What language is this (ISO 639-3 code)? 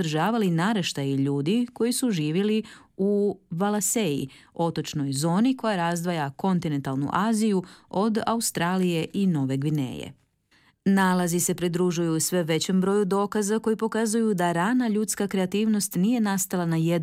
hrv